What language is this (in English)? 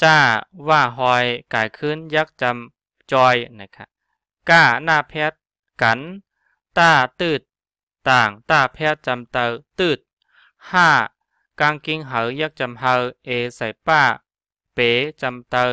Shan